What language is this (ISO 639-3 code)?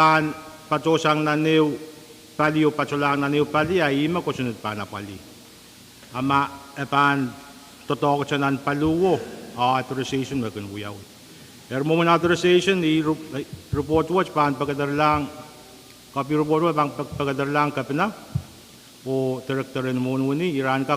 pon